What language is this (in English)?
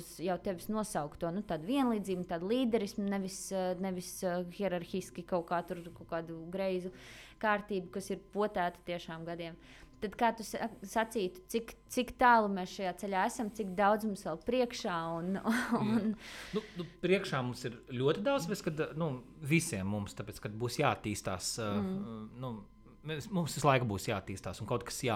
Latvian